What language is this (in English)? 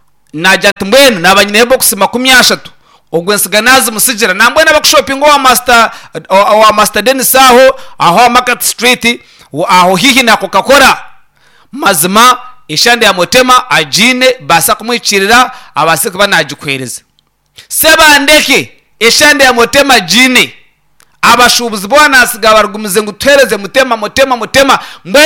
Nyankole